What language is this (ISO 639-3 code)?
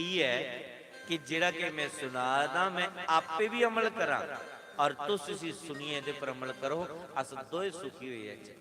doi